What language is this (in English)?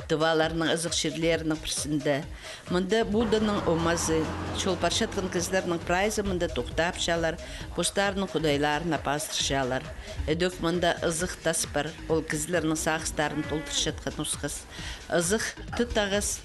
Khakas